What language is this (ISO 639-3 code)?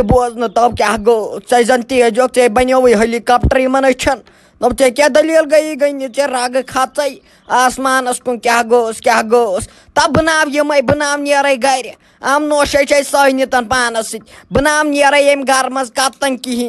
kas